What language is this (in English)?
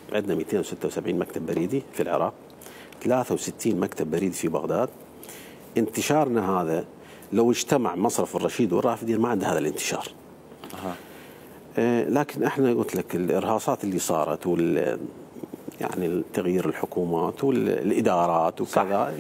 Mesopotamian Arabic